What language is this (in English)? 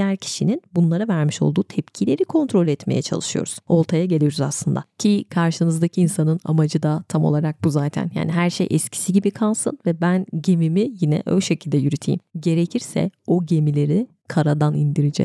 Turkish